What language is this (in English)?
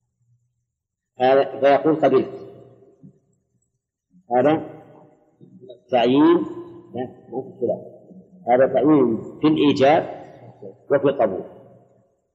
Arabic